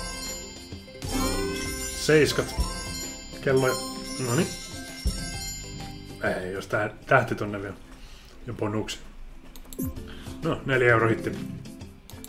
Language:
Finnish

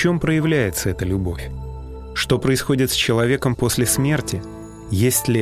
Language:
Russian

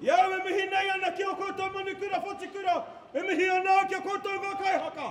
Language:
Māori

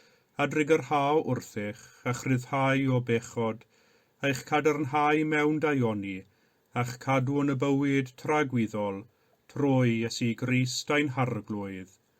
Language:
Welsh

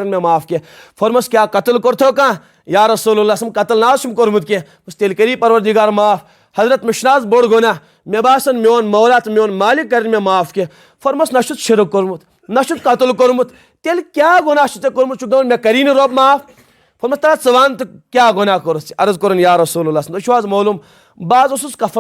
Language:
Kashmiri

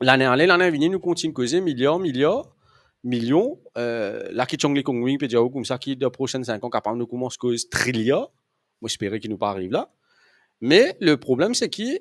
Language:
Morisyen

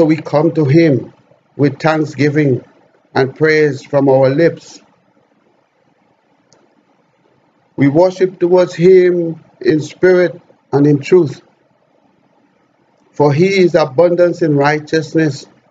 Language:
English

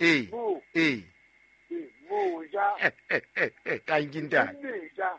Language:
Southern Sotho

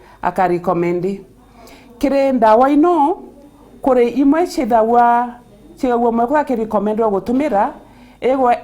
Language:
Meru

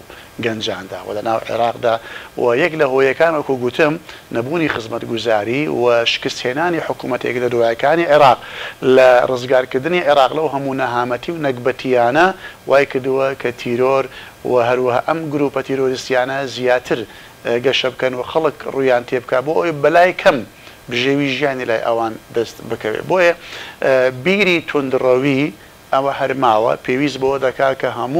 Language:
Central Kurdish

